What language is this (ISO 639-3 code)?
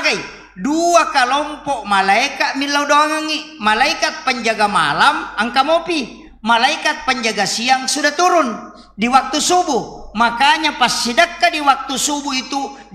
bug